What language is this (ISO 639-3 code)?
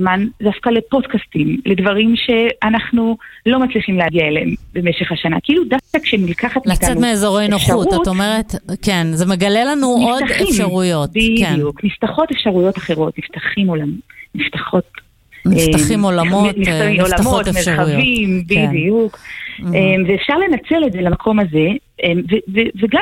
heb